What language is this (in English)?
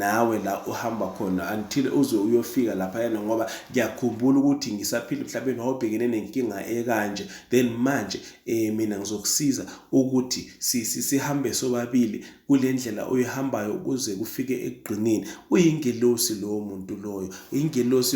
Zulu